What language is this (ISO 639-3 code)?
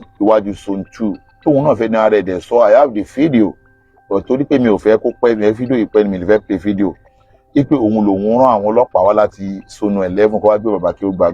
yor